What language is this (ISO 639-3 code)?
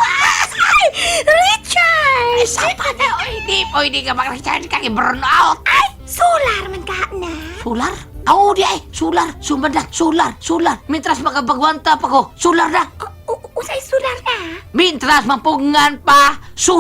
ceb